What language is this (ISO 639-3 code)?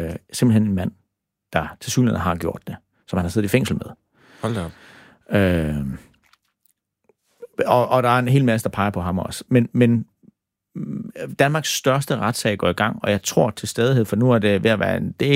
dan